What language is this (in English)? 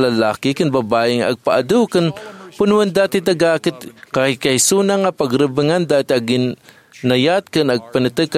Iloko